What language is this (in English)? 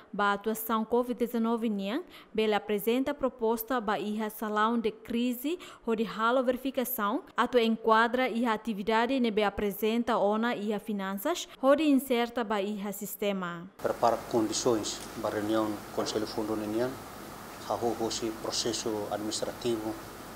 Tetum